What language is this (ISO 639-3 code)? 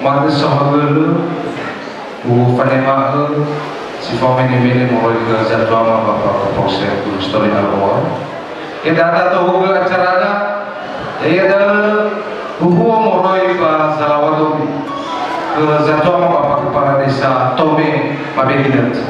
nia